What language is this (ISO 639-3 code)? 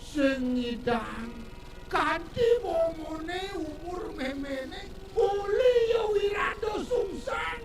ban